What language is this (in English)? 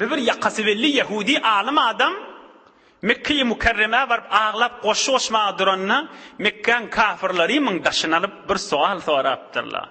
Turkmen